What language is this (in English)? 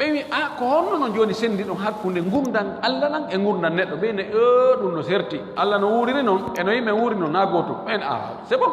Fula